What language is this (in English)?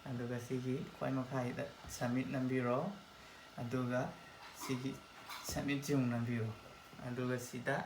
Manipuri